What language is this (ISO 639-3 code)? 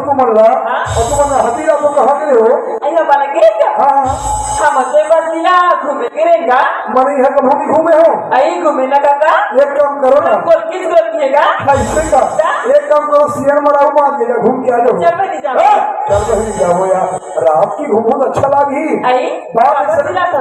hne